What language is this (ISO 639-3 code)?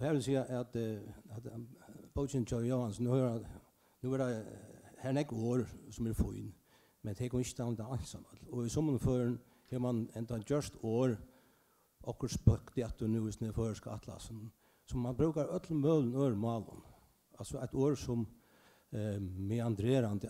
fao